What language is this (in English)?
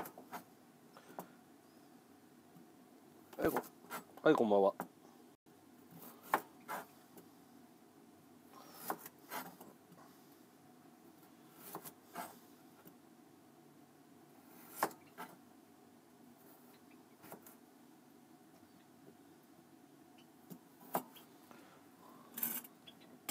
Japanese